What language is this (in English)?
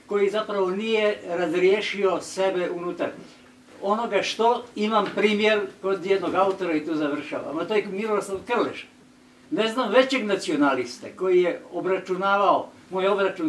Croatian